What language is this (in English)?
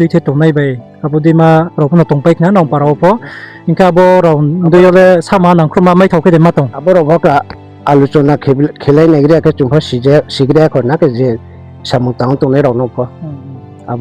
Riang (India)